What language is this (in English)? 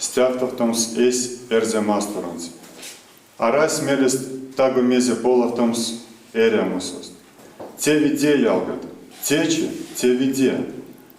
Erzya